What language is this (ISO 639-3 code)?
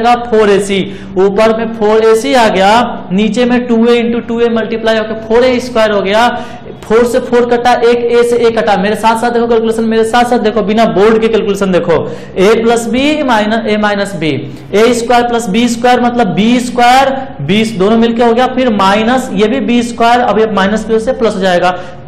hin